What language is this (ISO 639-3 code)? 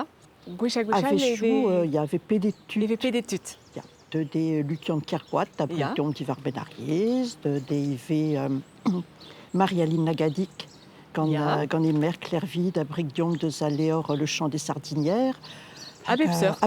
bre